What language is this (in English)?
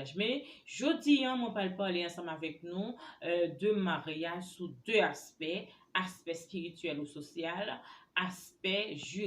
Haitian Creole